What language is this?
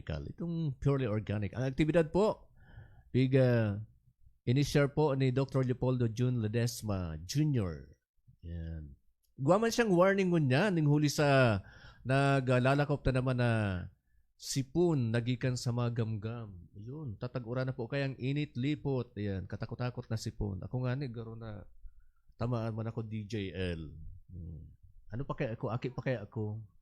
Bikol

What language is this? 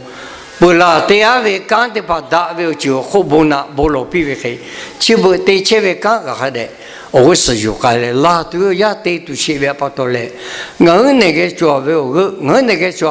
Lahu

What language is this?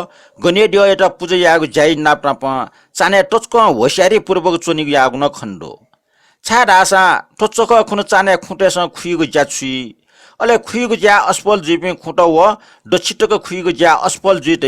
Newari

